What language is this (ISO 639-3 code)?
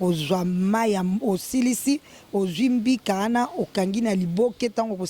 lin